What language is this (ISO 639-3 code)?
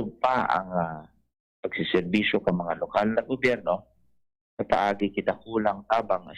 bik